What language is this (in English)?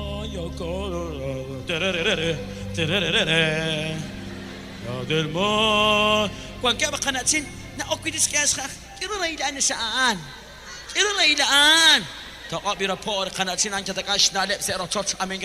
Kekchí